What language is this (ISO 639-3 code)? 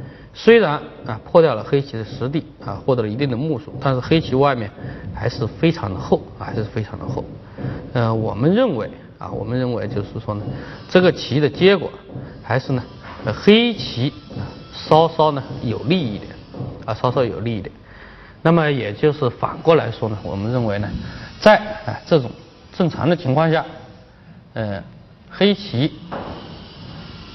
zho